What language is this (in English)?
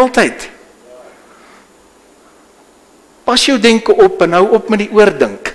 Afrikaans